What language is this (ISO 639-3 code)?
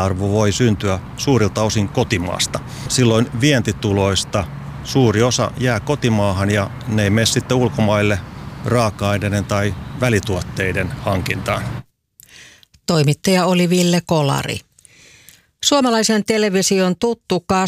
fin